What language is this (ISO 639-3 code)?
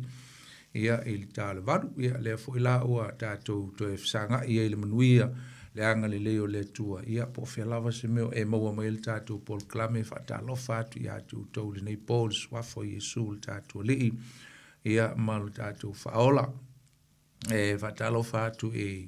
smo